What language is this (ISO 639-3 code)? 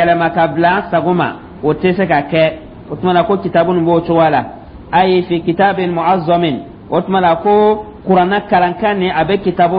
dyu